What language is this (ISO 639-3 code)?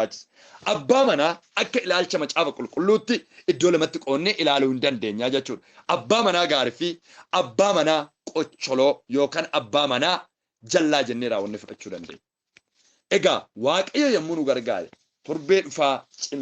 orm